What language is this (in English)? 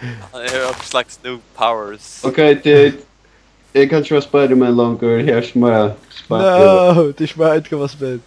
Faroese